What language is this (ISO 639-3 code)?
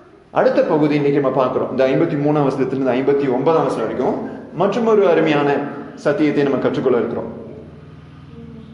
tam